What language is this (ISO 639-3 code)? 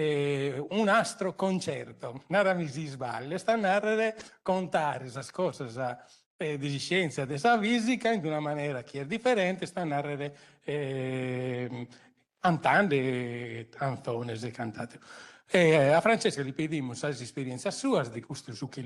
srd